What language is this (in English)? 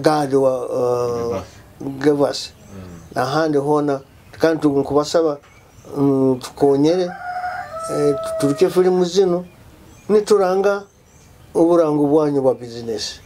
Nyoro